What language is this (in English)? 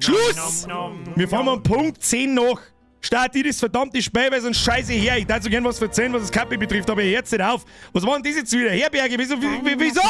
Bavarian